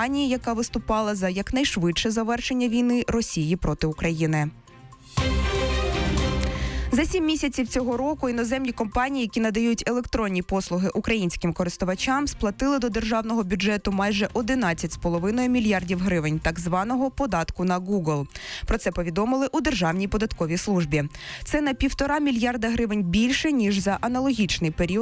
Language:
Ukrainian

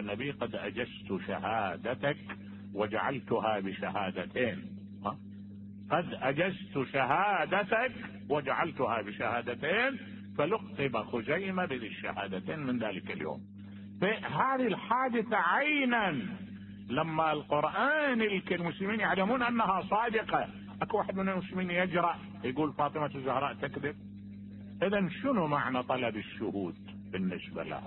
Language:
Mesopotamian Arabic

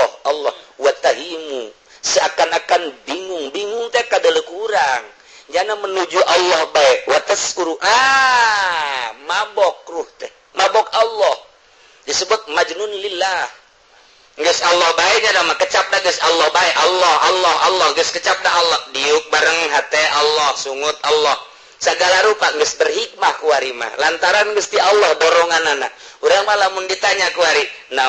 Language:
Sundanese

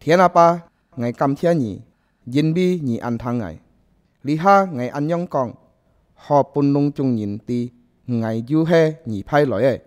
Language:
Hakka Chinese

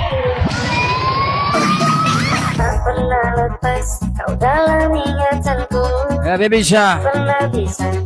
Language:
Malay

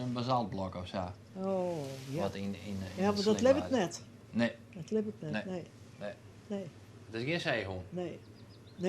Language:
Western Frisian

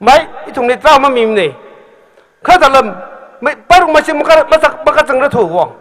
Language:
Tangkhul Naga (India)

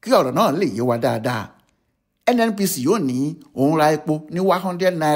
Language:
Yoruba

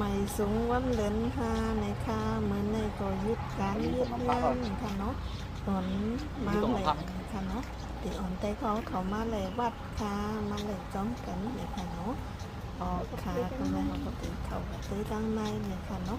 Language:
Shan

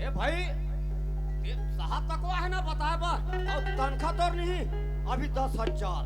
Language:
Chhattisgarhi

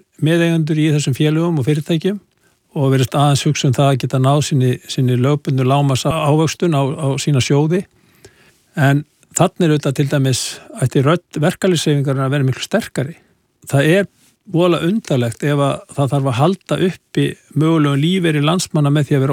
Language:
Icelandic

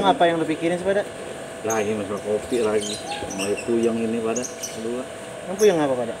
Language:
Betawi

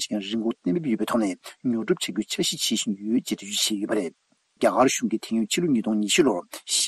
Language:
Tibetan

